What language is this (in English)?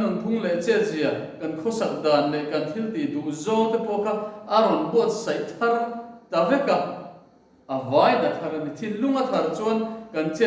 Mizo